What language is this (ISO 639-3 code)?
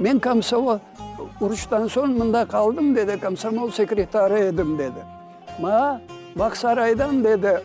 crh